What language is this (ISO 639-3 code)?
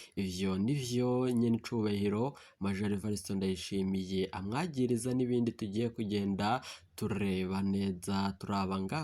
run